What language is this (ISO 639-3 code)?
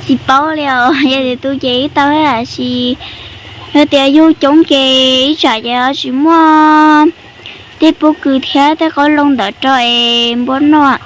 hmn